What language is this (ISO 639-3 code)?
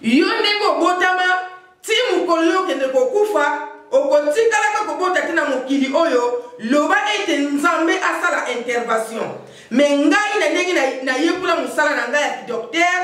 lin